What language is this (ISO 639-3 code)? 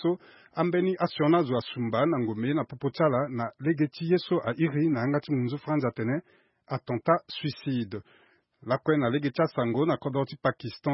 sag